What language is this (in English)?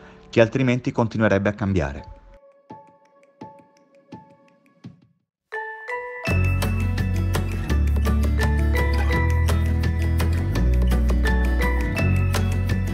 Italian